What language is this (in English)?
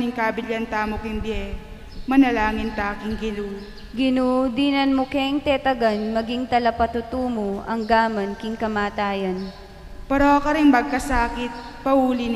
Pampanga